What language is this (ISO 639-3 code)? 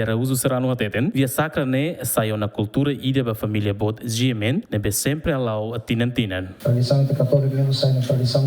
tet